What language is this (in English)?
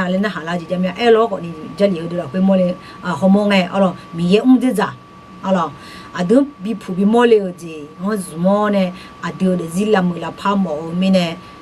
Akha